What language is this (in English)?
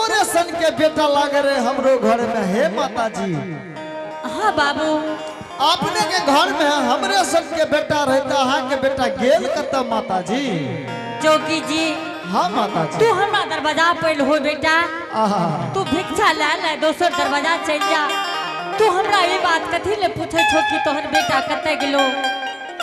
Angika